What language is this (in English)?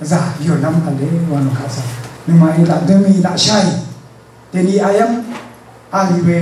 Rawang